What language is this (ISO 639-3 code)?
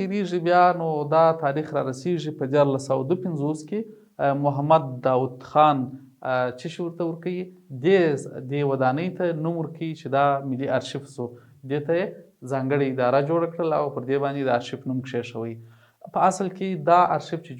pus